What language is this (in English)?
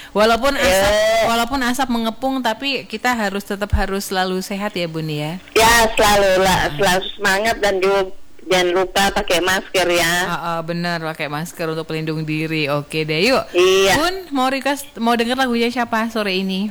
Indonesian